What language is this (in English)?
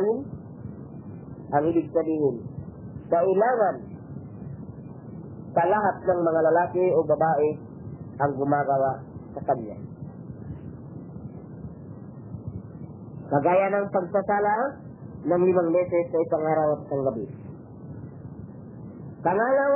Filipino